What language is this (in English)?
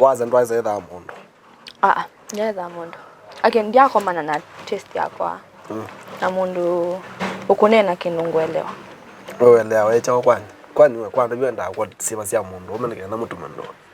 Kamba